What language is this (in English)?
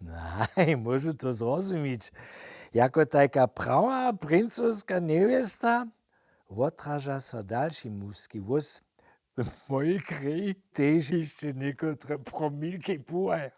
Upper Sorbian